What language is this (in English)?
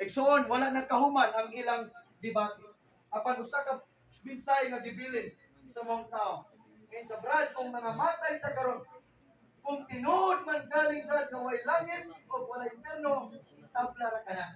Cebuano